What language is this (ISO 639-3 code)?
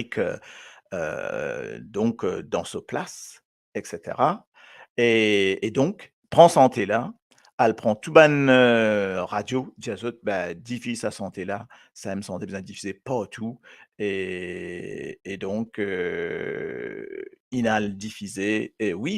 mfe